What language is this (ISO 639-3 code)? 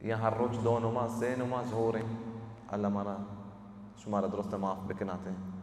bal